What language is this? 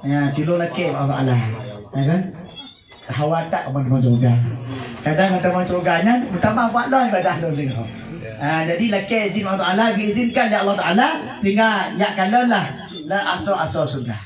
Achinese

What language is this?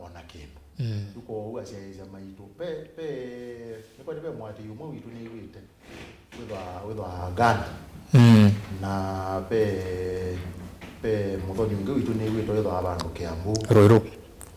Kamba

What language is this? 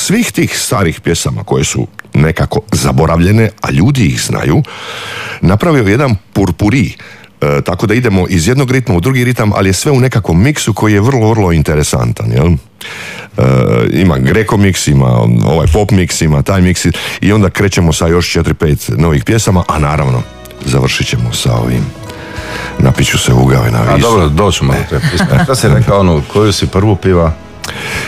Croatian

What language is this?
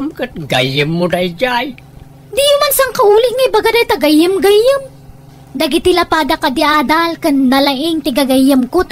Iloko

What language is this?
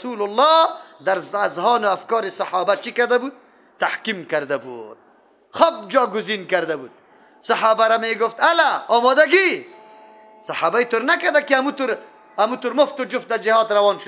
Persian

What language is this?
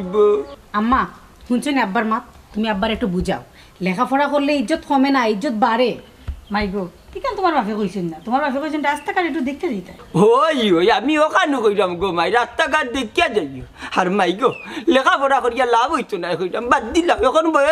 Sylheti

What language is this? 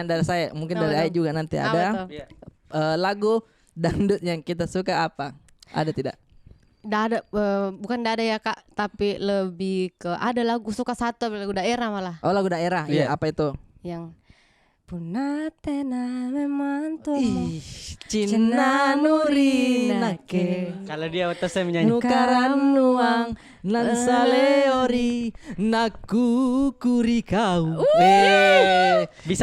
Makassar Malay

